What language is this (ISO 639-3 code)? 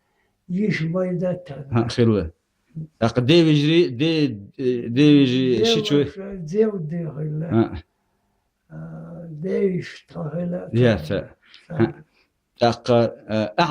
che